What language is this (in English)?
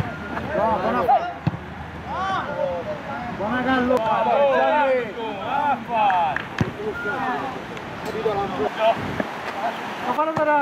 Italian